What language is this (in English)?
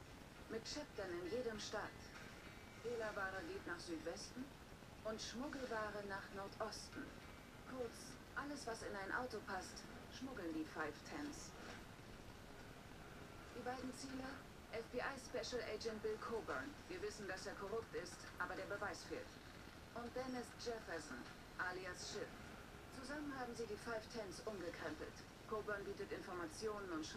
German